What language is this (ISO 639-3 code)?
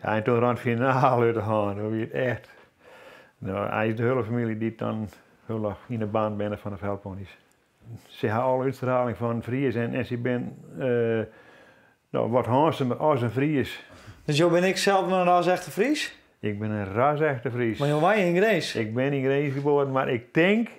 fry